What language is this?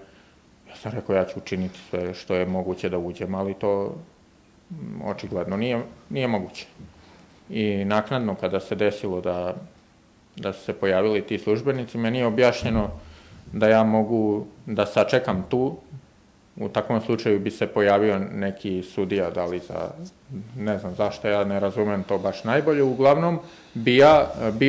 Serbian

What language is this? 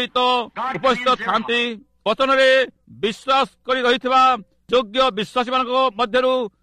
Odia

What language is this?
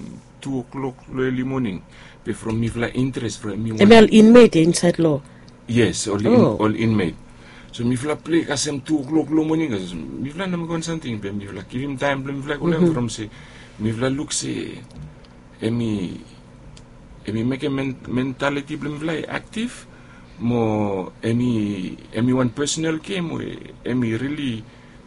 Bislama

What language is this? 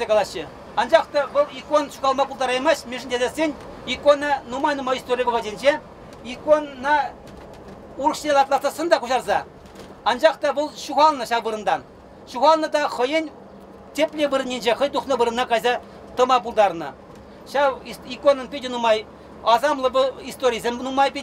Chuvash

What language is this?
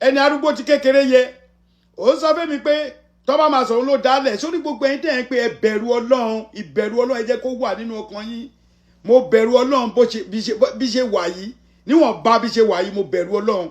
Yoruba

